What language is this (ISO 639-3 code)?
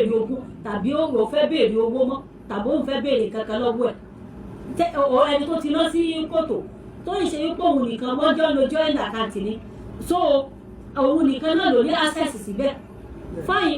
yor